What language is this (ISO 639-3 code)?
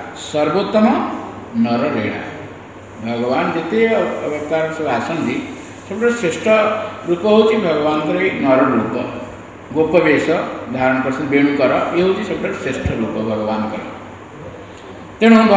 ori